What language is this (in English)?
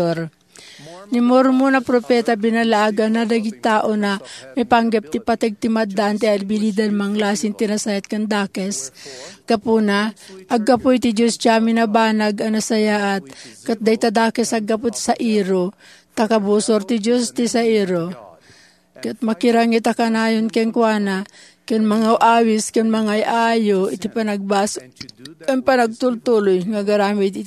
Iloko